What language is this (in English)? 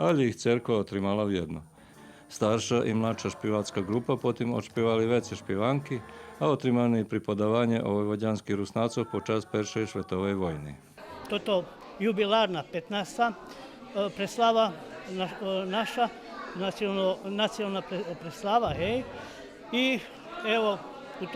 Rusyn